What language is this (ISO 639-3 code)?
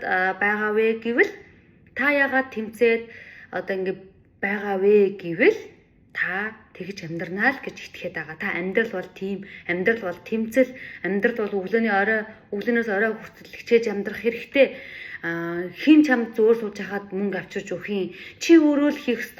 mon